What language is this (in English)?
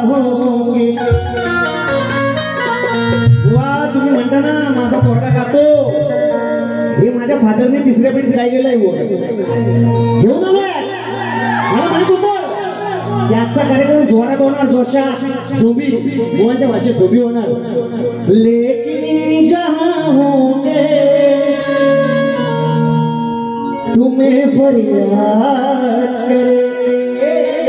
Marathi